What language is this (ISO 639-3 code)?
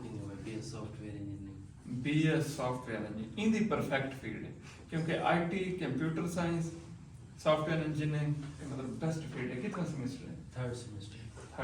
skr